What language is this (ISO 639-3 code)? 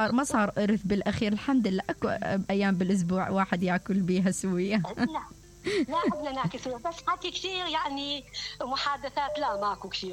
acm